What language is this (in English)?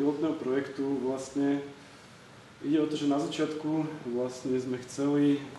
Slovak